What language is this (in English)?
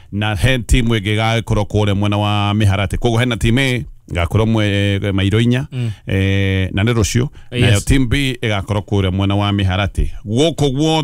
Kikuyu